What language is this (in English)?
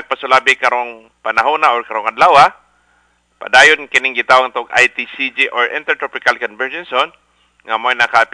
Cebuano